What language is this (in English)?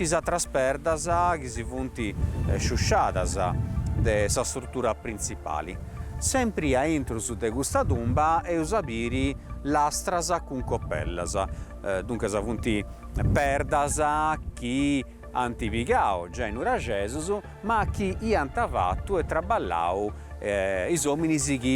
Sardinian